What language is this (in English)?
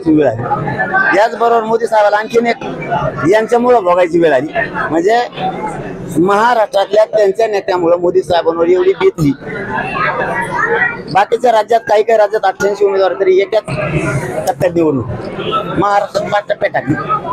Marathi